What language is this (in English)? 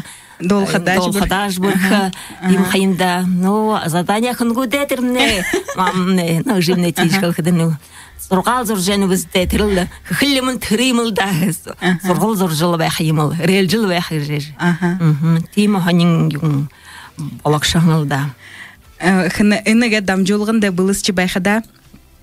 Buriat